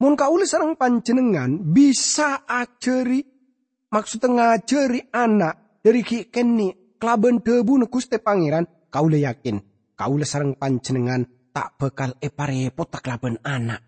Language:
Madurese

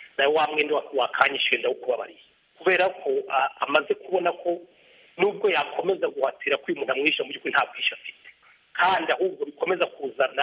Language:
Kinyarwanda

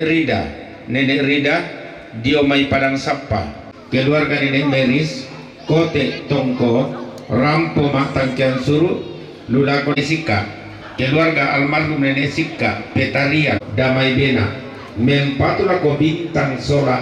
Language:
Toraja-Sa'dan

